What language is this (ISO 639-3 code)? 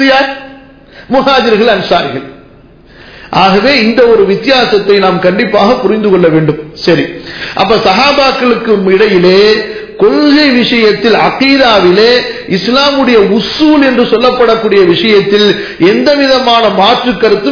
tam